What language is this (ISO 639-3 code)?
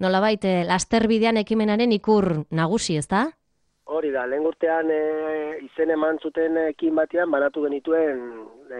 eus